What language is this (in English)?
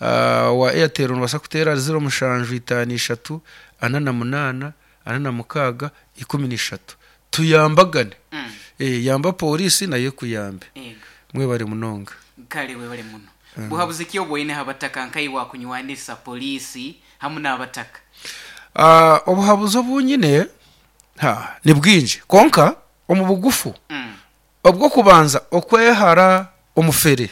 Nyoro